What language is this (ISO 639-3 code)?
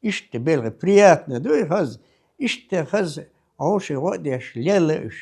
che